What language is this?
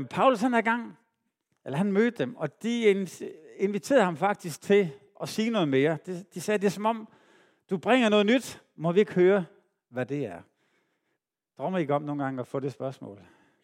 Danish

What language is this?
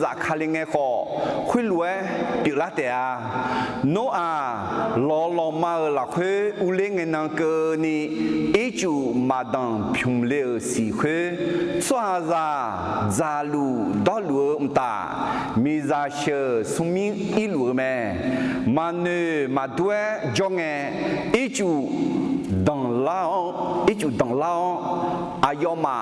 Akha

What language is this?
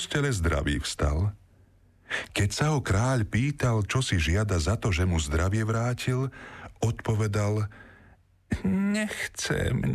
Slovak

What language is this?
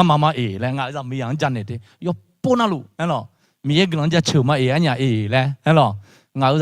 Akha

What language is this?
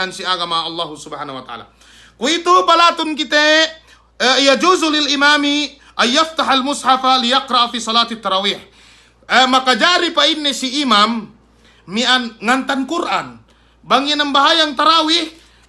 Yakan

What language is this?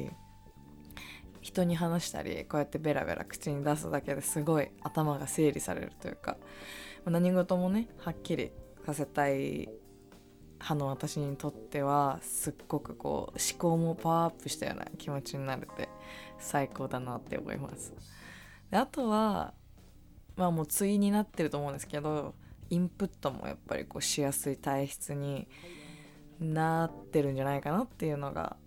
Japanese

